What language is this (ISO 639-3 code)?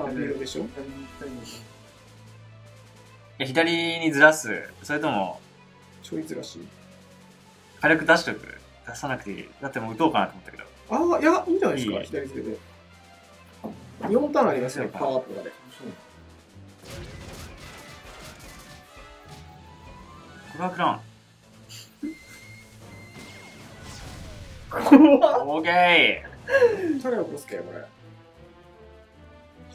jpn